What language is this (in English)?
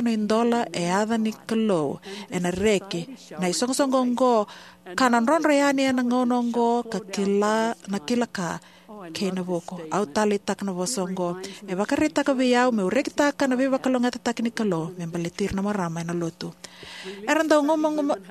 Fijian